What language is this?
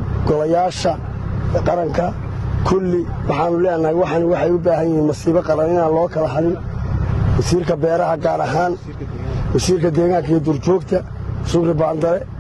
Somali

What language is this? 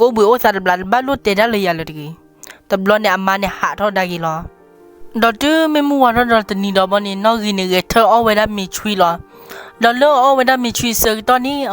S'gaw Karen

